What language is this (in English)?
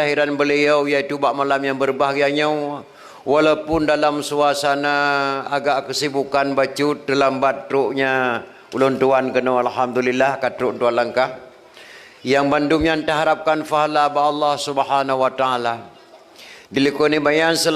Achinese